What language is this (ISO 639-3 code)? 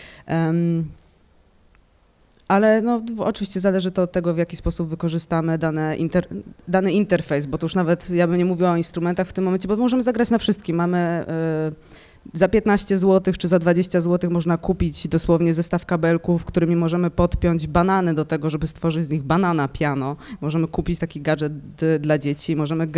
pol